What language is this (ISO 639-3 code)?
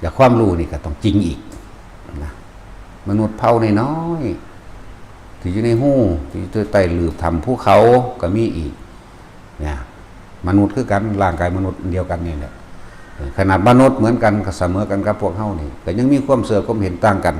tts